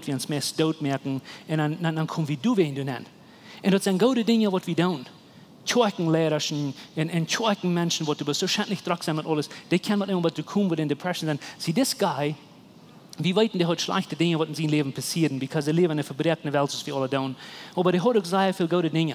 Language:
Plautdietsch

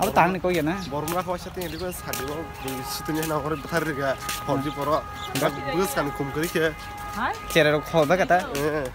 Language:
Kok Borok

